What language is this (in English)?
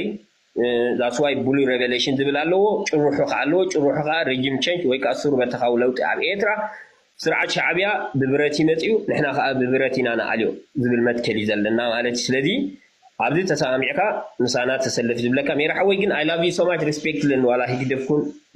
Tigrinya